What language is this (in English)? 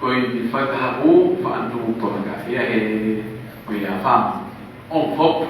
Pular